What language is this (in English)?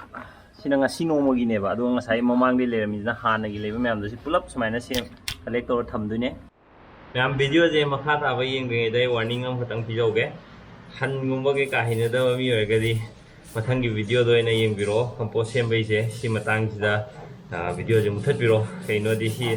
Manipuri